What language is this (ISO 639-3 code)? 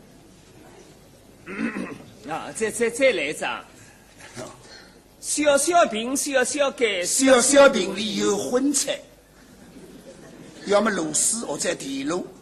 wuu